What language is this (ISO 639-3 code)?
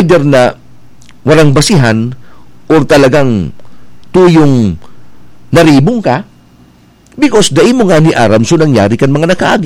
bik